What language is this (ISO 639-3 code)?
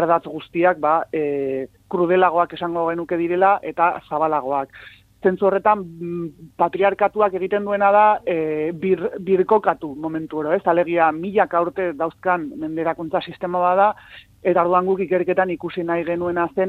eus